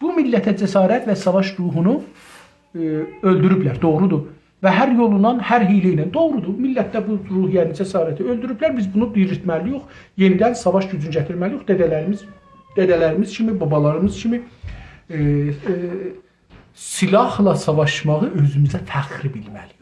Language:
South Azerbaijani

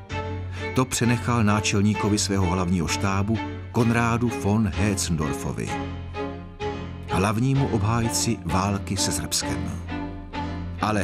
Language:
Czech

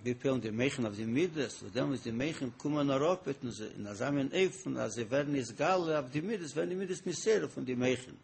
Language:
Yiddish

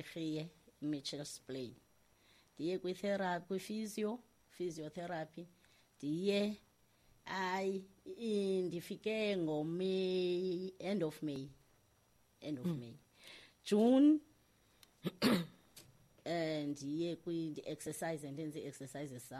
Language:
Xhosa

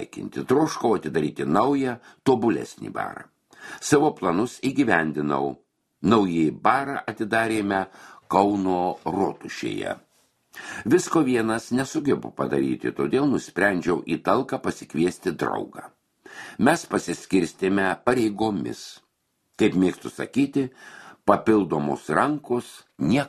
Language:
Lithuanian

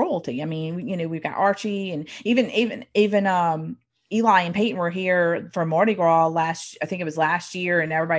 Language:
English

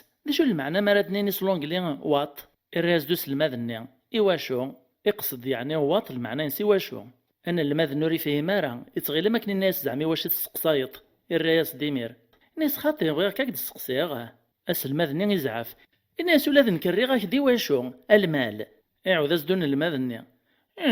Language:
Kabyle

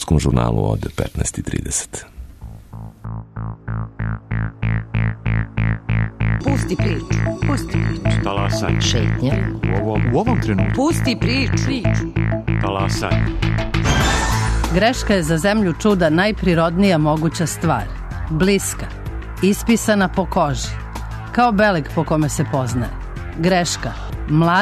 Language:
Serbian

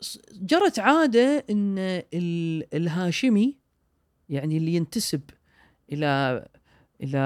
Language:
Gulf Arabic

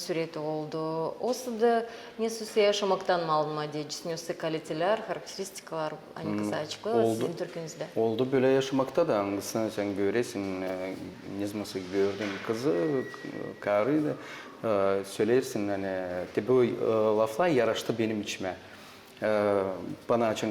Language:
Gagauz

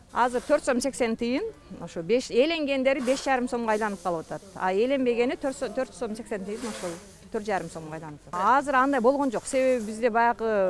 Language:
Kyrgyz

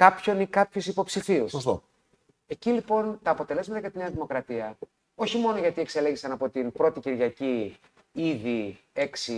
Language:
Greek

